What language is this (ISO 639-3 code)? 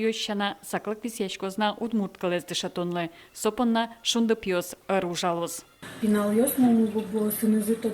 udm